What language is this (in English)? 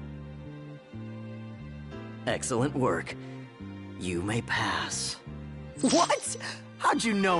English